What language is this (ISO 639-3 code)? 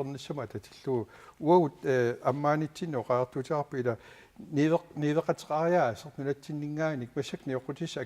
kal